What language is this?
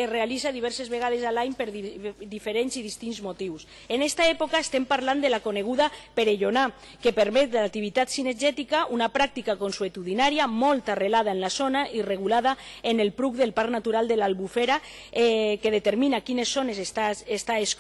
Catalan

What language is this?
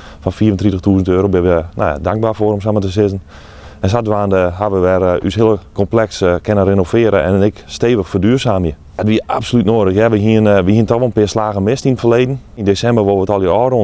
Western Frisian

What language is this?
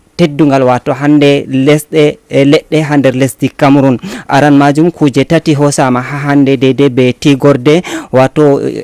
Fula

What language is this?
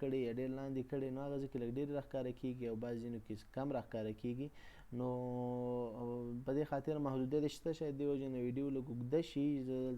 Pashto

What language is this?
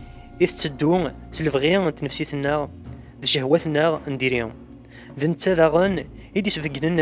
Kabyle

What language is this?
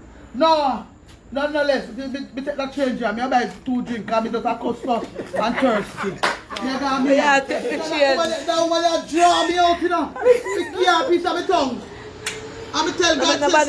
Jamaican Creole English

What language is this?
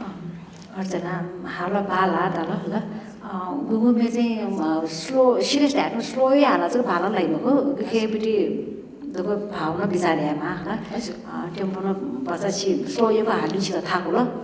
Newari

